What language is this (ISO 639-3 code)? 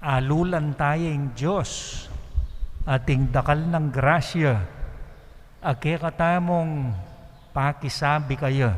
pam